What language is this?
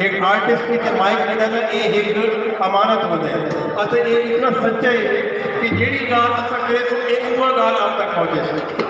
Saraiki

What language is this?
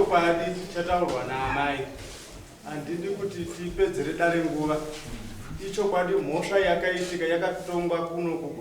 Shona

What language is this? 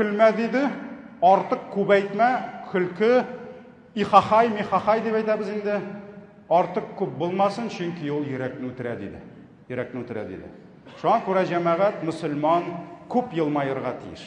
Tatar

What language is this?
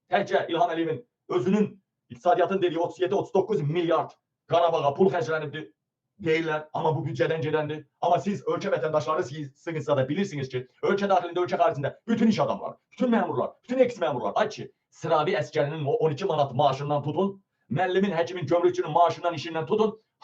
Azerbaijani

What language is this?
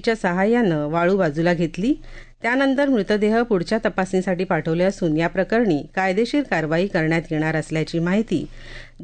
Marathi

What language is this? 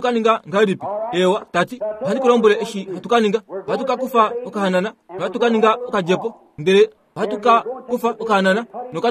Kuanyama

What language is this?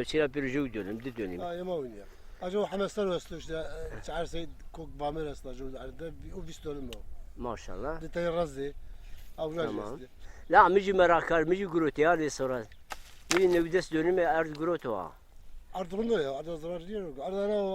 Zaza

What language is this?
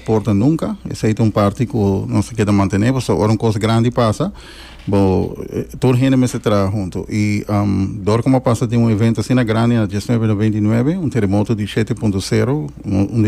Papiamento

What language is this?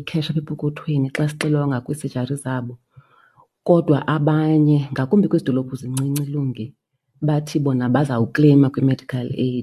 Xhosa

